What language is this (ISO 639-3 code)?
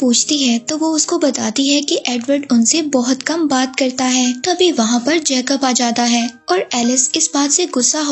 hin